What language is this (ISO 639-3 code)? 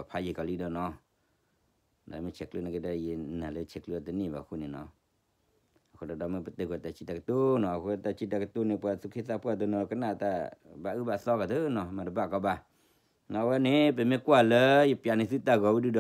ksw